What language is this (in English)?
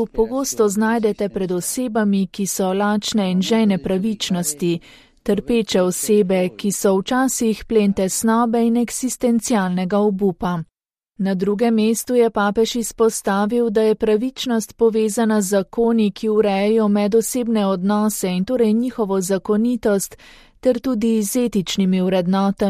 Slovenian